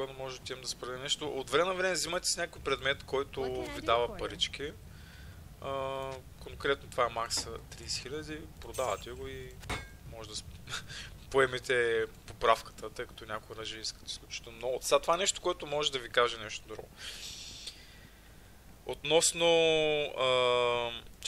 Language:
Bulgarian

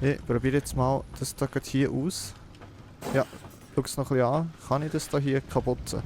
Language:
Swiss German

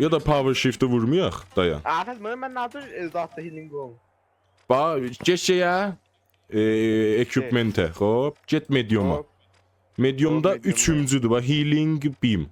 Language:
South Azerbaijani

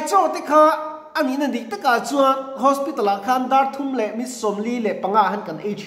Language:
Mizo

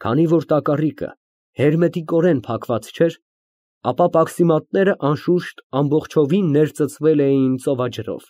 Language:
Armenian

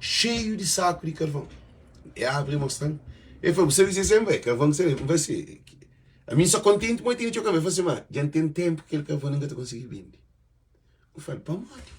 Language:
Kabuverdianu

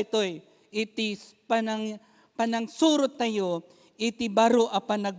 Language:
Iloko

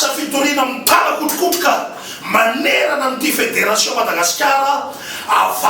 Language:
Malagasy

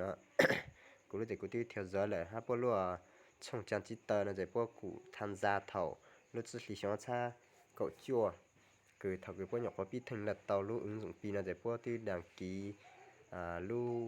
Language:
Hmong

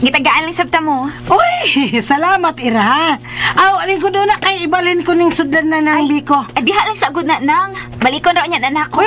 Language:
Cebuano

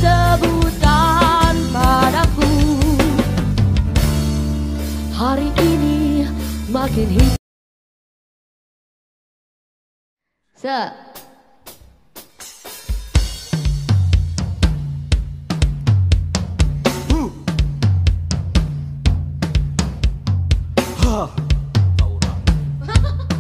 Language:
Indonesian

